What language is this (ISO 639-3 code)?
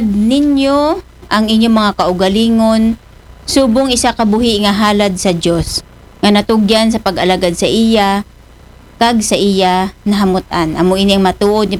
akl